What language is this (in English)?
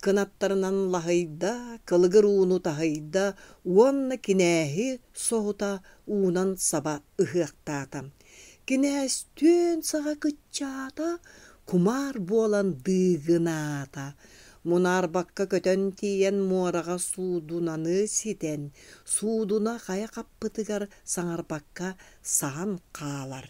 Yakut